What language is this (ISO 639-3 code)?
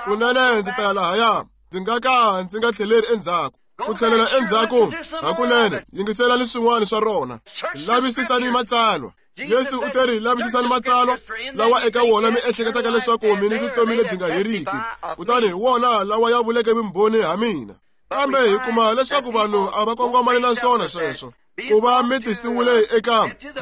tso